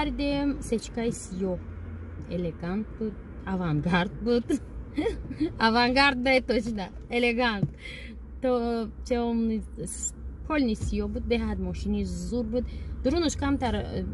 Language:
Tajik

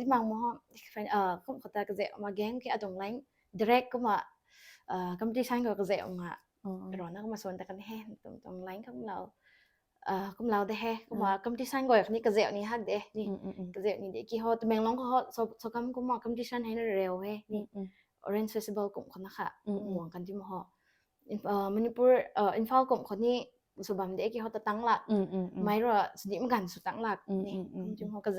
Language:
Rongmei Naga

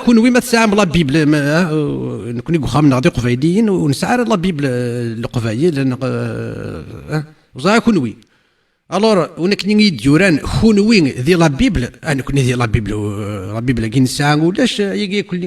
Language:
Kabyle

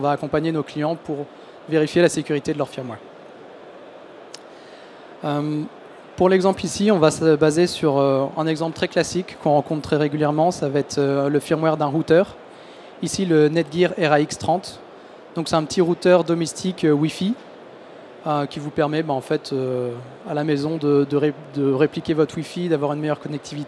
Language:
French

